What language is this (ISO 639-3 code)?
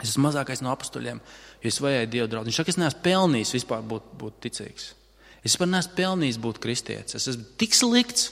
lav